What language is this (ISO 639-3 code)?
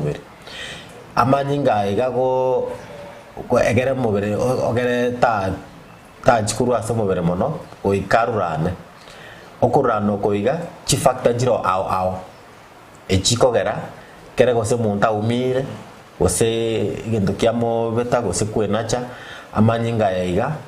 guz